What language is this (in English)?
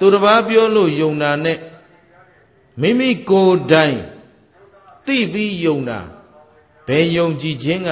Burmese